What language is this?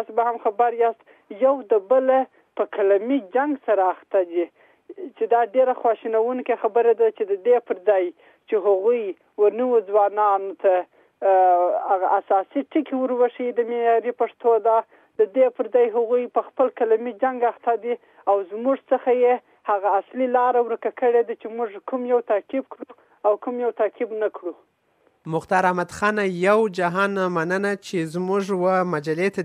Pashto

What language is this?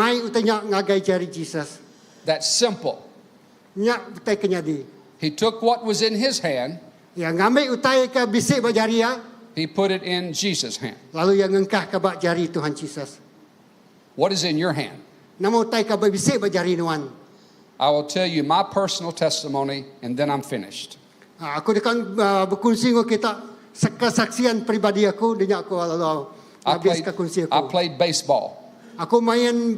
Iban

